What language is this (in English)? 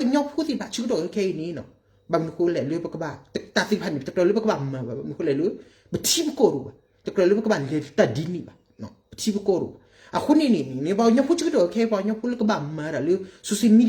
S'gaw Karen